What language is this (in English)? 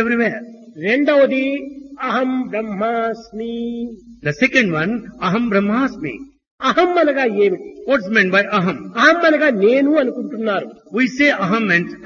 Telugu